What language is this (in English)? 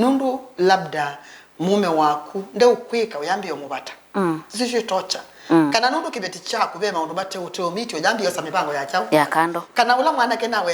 Kamba